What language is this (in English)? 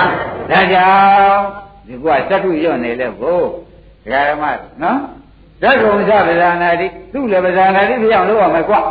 Burmese